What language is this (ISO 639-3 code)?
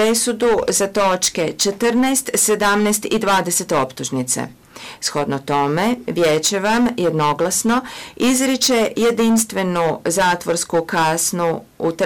hrv